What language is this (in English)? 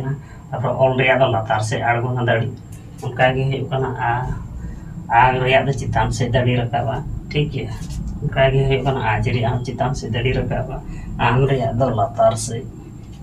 Santali